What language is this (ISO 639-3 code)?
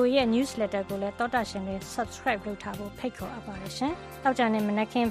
mya